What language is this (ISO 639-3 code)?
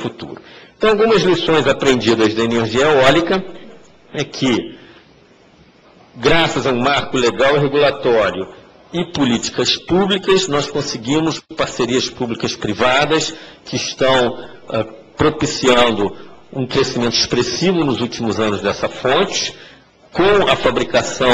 por